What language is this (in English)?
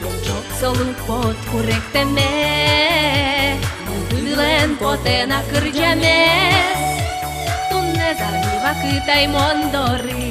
Udmurt